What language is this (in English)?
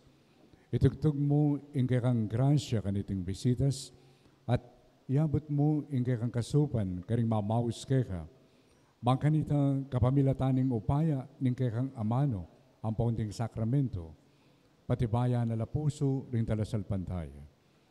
Pampanga